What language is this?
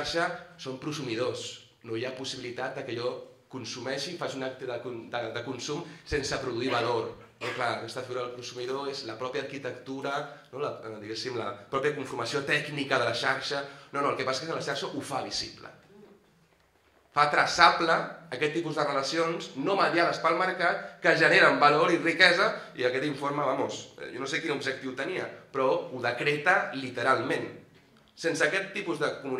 Catalan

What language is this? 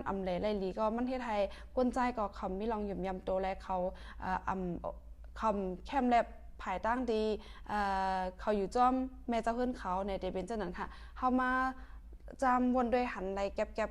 Shan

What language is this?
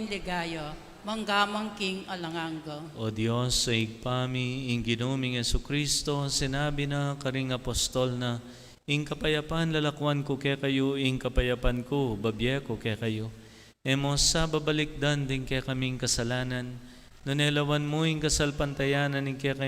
Pampanga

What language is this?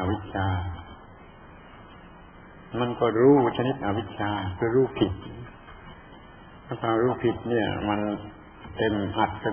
Thai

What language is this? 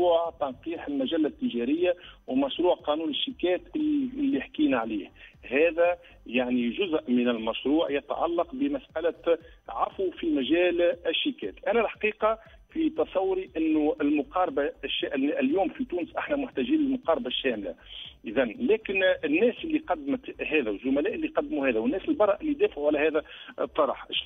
Tunisian Arabic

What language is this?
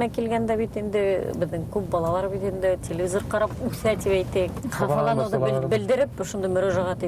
Bashkir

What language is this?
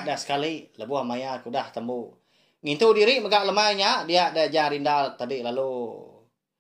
Iban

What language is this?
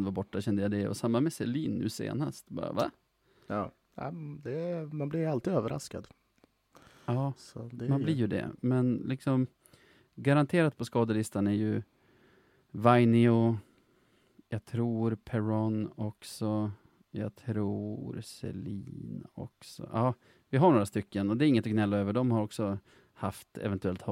Swedish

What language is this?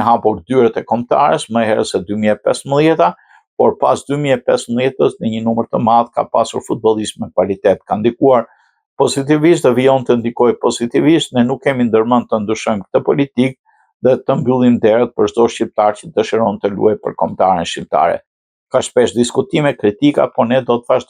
Albanian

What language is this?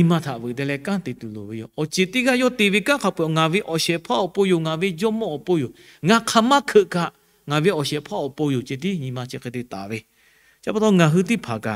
Lahu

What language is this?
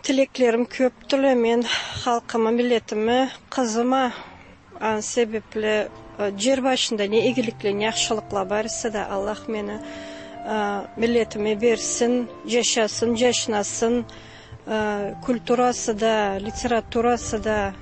Karachay-Balkar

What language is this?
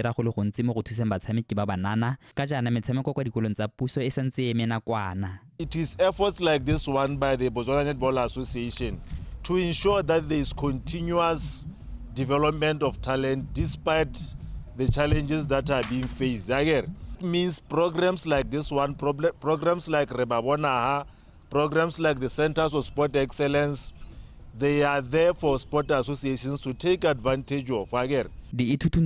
Tswana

